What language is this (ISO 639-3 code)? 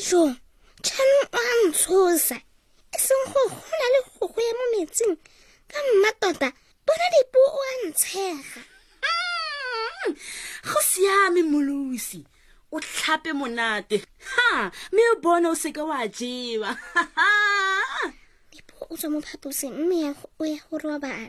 tsn